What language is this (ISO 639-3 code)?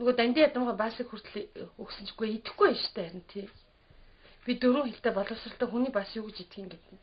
mon